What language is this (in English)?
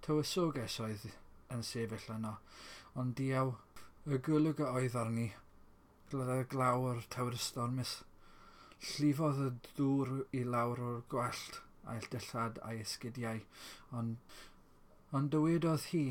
Welsh